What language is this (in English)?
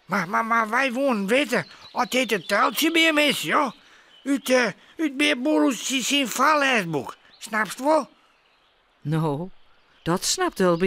Western Frisian